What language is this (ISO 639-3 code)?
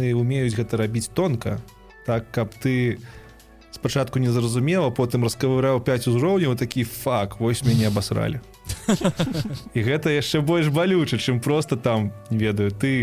bel